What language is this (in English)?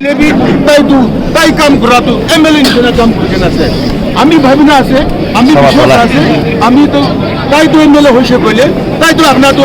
Naga Pidgin